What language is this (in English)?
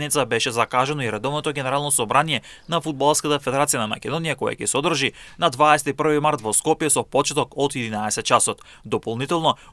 Macedonian